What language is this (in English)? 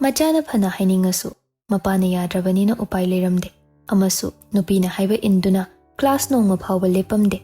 Manipuri